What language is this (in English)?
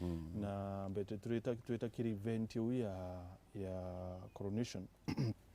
Meru